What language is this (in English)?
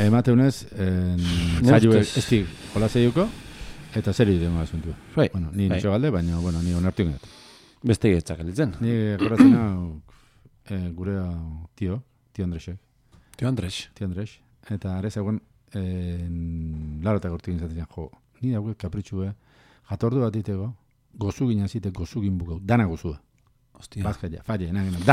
Basque